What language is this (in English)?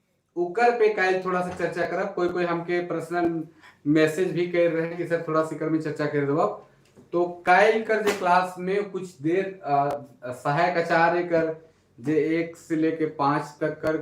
Sadri